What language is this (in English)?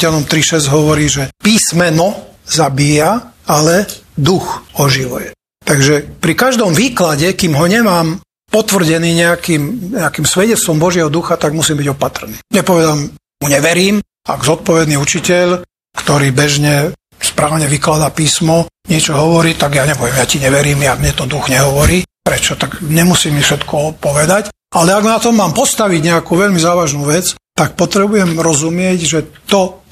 Slovak